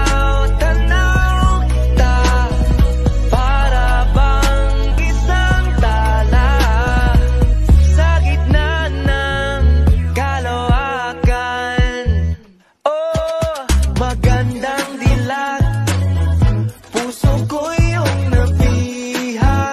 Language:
Filipino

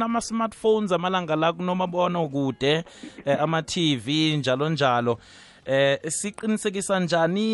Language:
South Ndebele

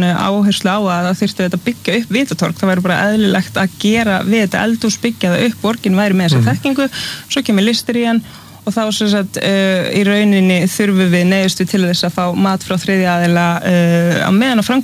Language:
Icelandic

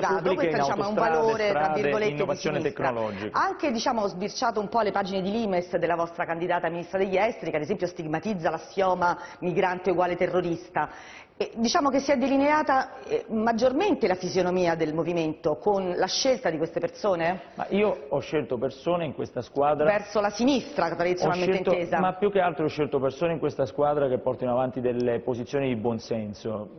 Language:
Italian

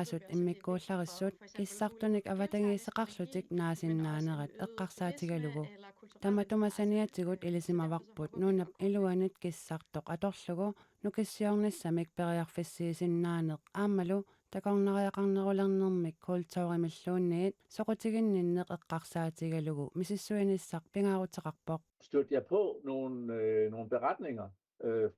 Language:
Kalaallisut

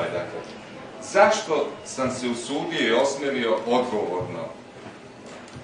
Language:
Serbian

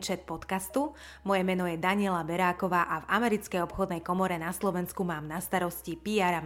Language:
Slovak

